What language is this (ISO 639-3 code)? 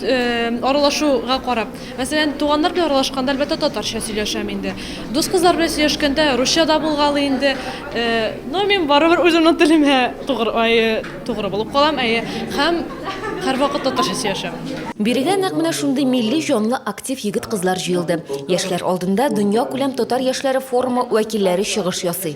tat